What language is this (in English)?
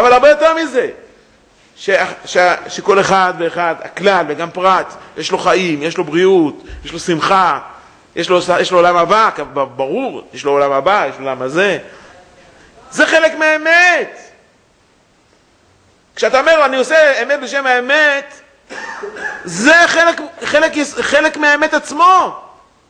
Hebrew